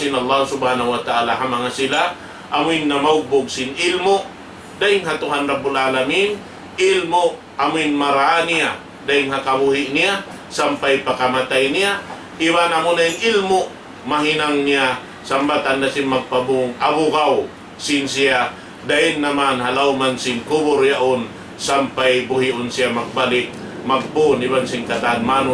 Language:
Tausug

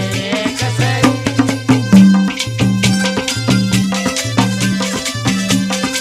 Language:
Hindi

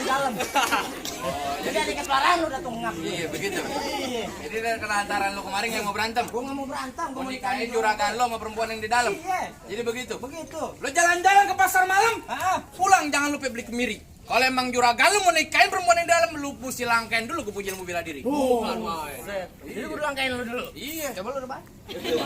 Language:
Betawi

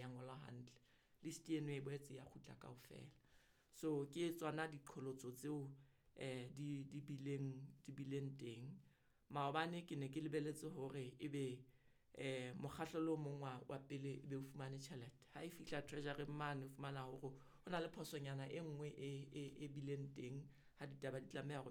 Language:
Southern Sotho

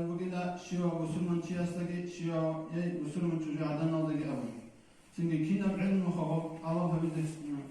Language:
Avaric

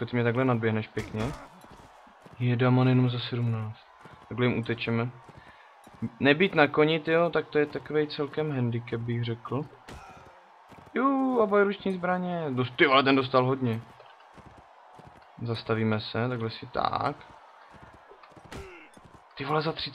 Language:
Czech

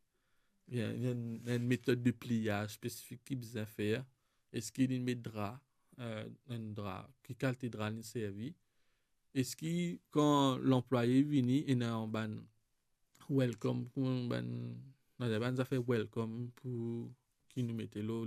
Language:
Morisyen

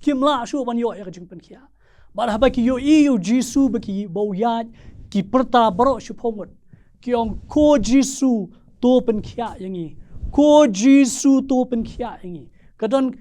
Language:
Khasi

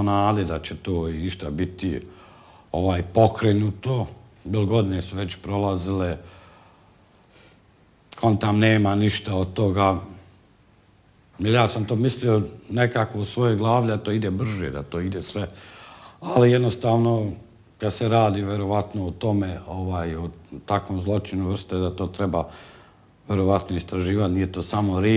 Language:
Bosnian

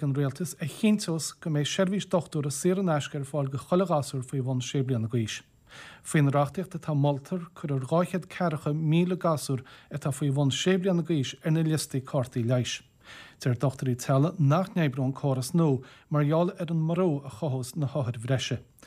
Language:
Irish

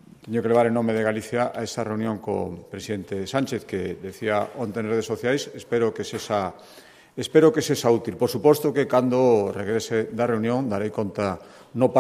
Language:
Galician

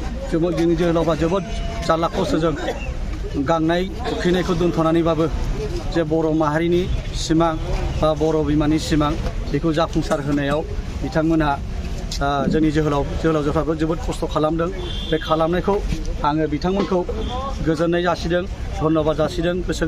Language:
Bodo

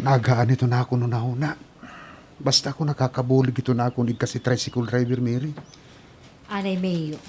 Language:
Waray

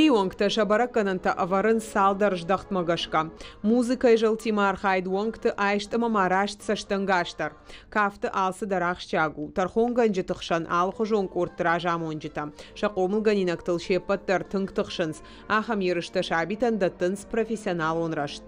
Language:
Ossetic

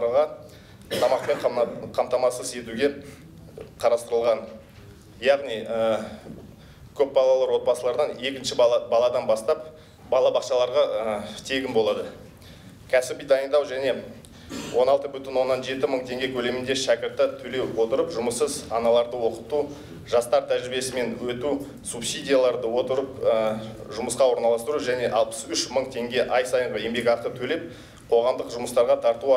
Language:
Kazakh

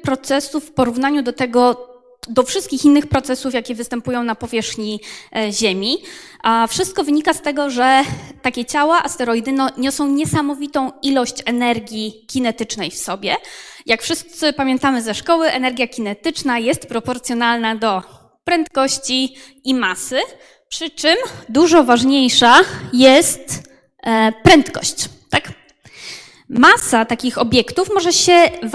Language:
Polish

